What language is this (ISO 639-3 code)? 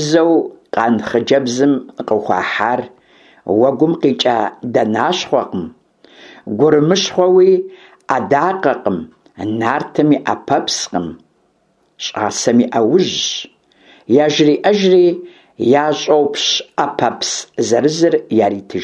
kbd